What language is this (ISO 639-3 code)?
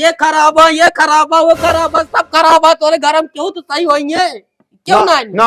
awa